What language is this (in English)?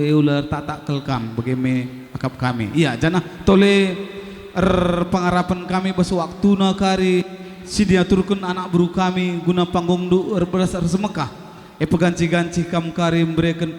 Batak Karo